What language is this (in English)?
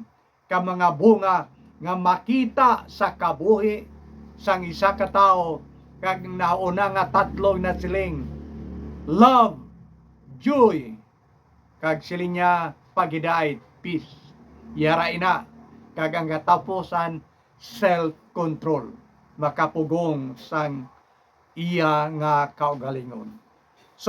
Hiligaynon